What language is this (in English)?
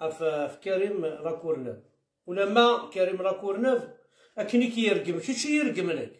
Kabyle